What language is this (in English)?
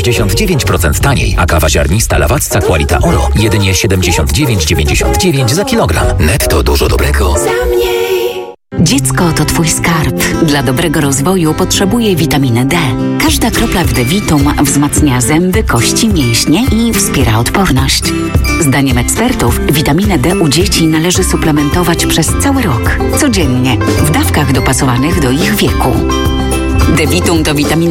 Polish